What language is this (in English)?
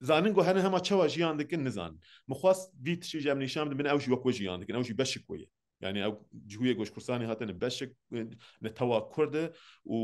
Kurdish